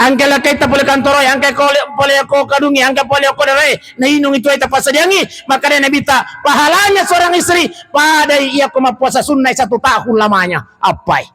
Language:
Buginese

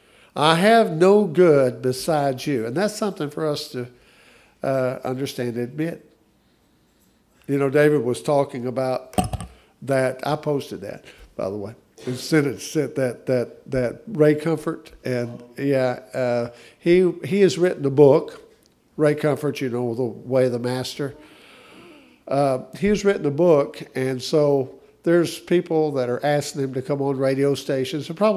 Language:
English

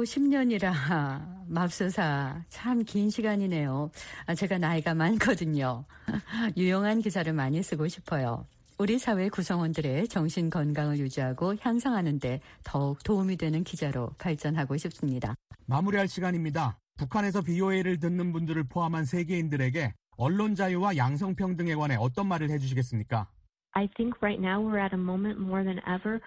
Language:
Korean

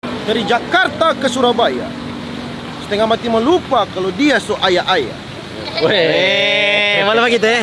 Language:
Manado Malay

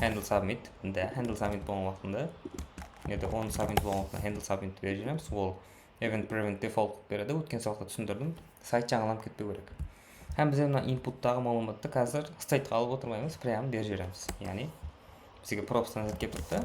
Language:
Kara-Kalpak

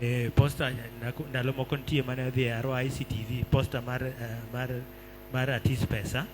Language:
Luo (Kenya and Tanzania)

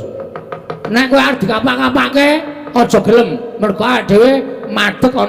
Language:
Javanese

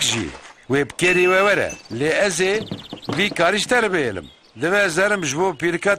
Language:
Kurdish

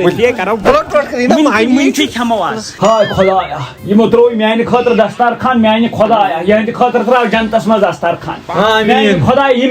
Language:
Kashmiri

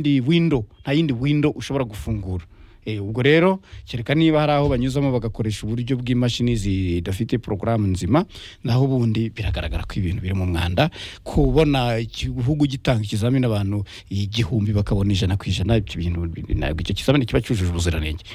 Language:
Kinyarwanda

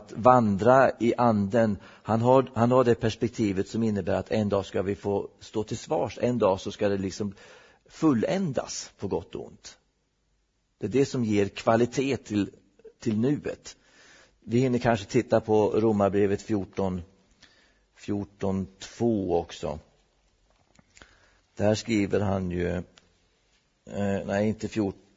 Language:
Swedish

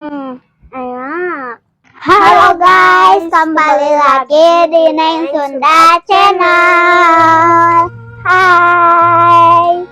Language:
Sundanese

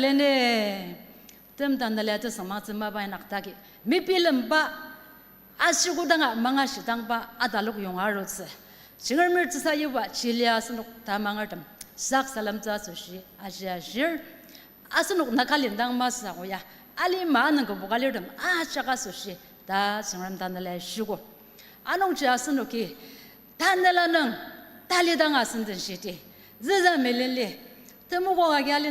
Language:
Ao Naga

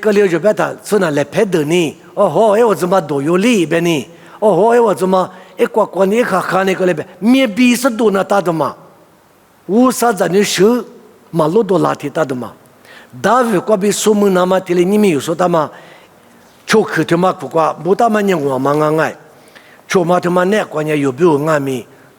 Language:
Lisu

